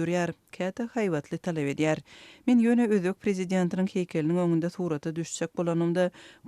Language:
Turkmen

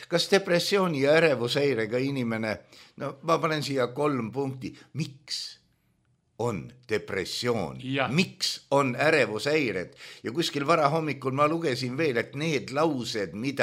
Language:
Estonian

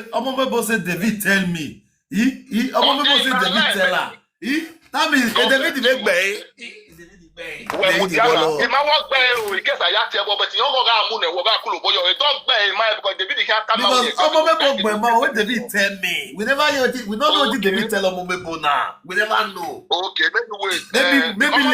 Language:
Nigerian Pidgin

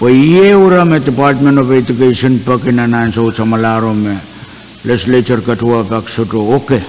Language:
Pohnpeian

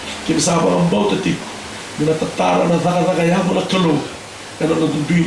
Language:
Fijian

